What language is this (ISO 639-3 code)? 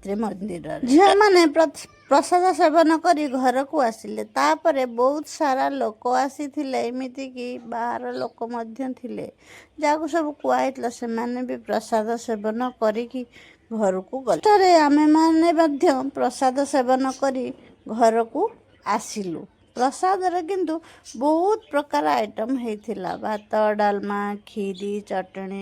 ori